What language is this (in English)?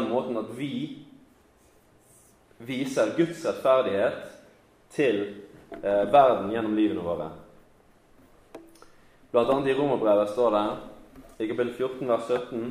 Norwegian